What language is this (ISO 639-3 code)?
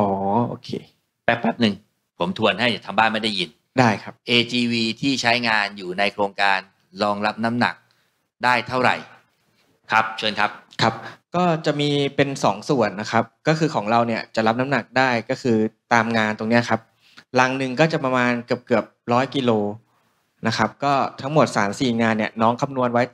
tha